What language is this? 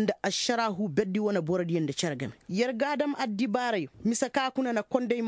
Koyraboro Senni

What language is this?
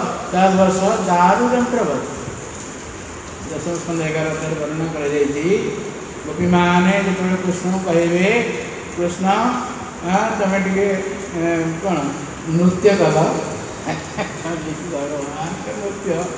Odia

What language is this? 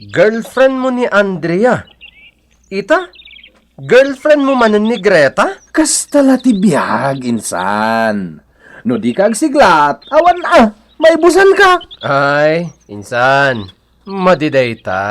Iloko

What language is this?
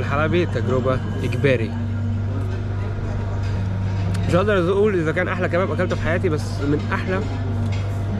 Egyptian Arabic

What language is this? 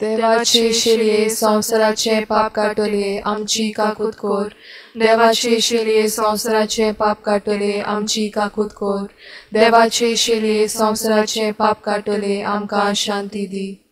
Konkani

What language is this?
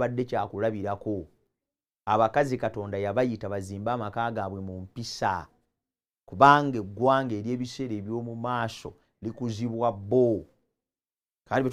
Ganda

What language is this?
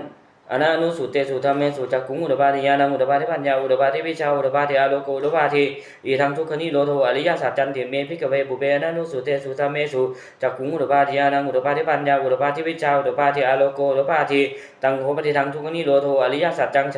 Pali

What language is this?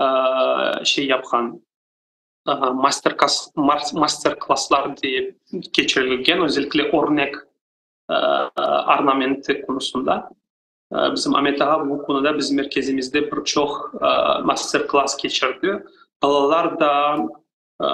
Crimean Tatar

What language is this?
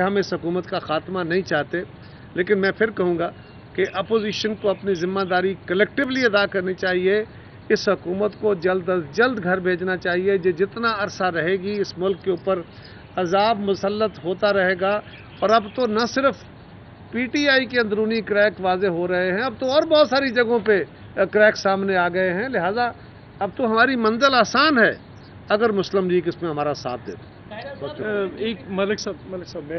Urdu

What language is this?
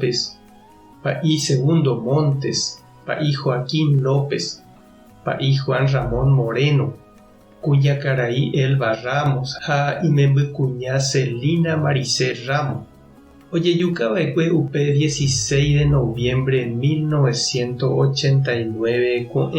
Guarani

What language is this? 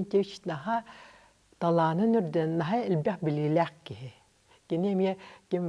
Yakut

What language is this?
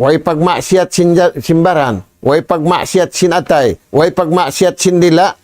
Tausug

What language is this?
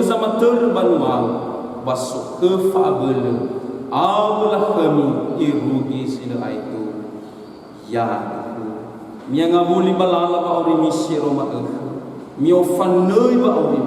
Nias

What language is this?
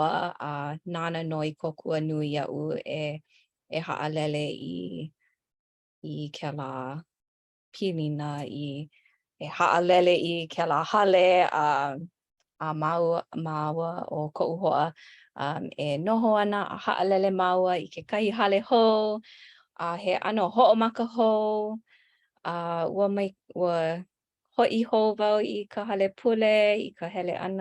Hawaiian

